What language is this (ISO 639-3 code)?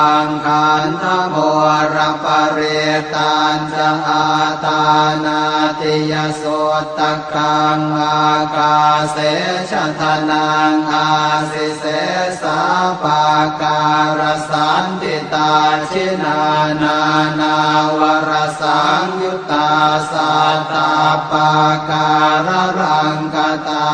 pli